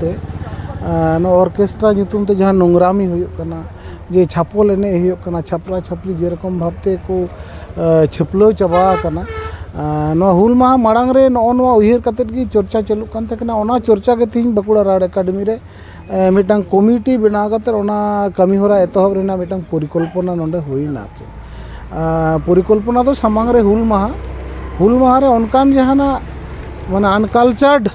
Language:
Santali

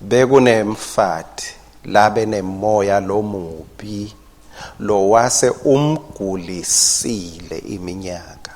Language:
Swati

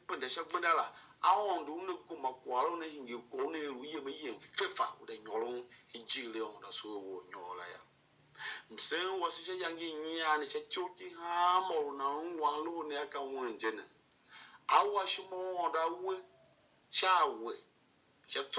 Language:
Tiv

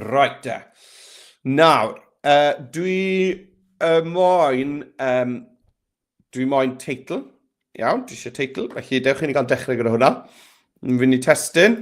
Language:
Welsh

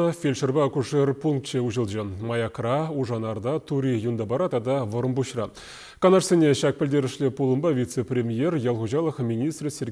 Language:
Chuvash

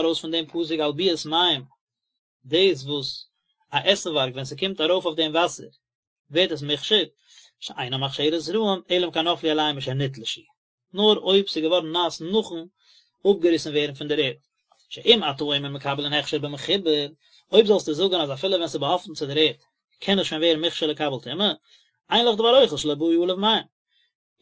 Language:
Yiddish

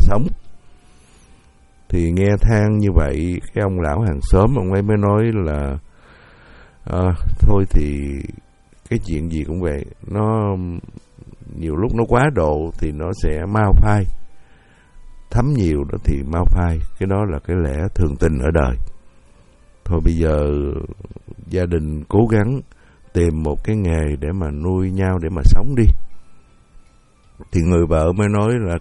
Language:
Vietnamese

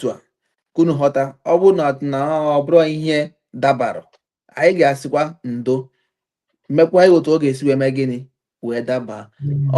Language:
Igbo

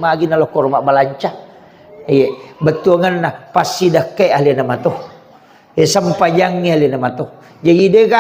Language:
Buginese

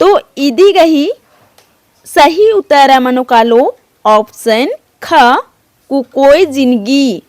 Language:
Kurukh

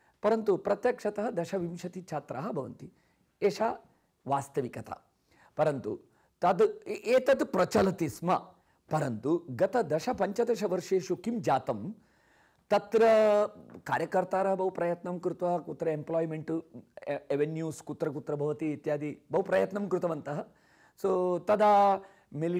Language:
Sanskrit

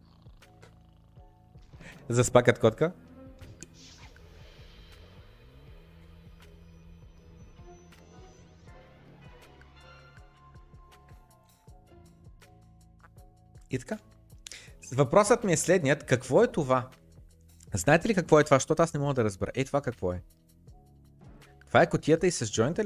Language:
Bulgarian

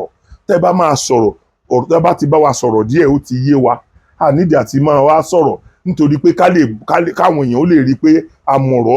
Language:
Yoruba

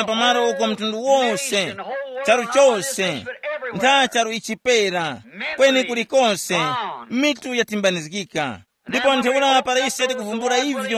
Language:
Tumbuka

